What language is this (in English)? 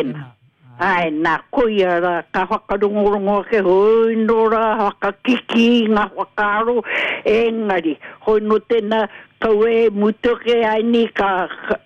Māori